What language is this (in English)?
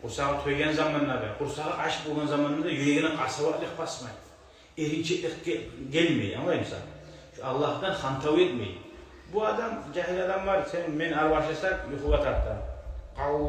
Kumyk